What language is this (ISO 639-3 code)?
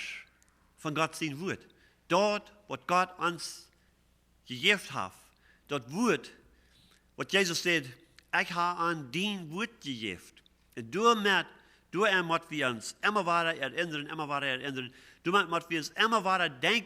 pdt